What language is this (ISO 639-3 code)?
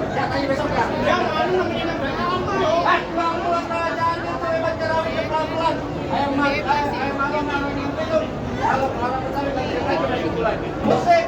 bew